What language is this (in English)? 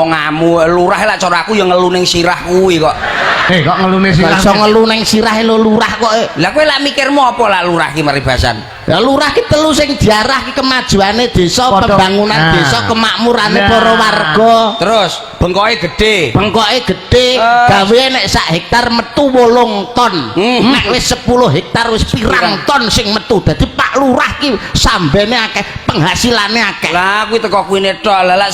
Javanese